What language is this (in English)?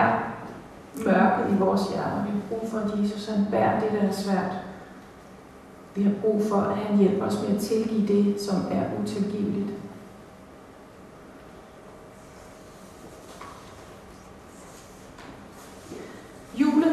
Danish